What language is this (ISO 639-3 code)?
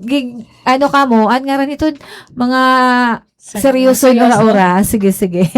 war